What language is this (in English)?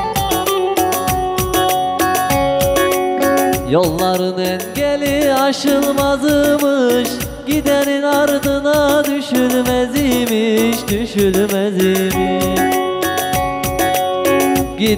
Turkish